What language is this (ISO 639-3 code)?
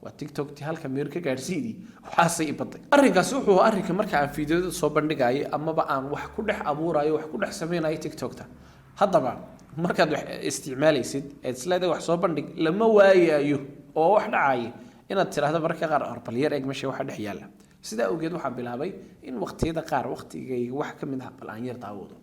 som